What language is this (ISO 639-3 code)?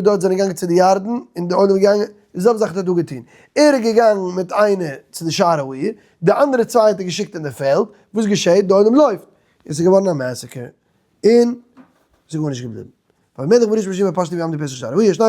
yid